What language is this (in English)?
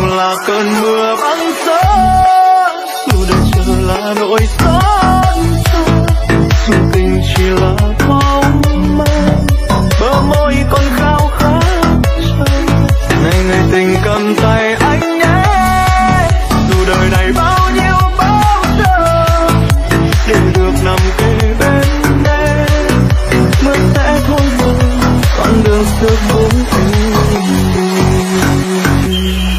Vietnamese